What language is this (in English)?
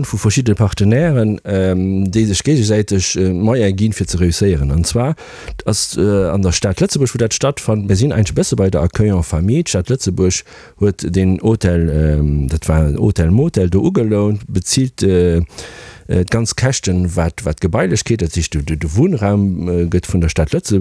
Luxembourgish